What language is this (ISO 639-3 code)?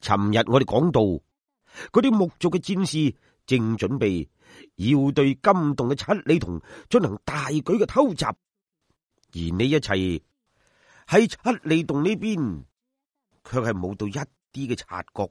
yue